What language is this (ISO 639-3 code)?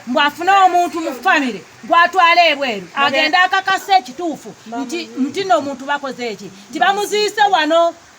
lug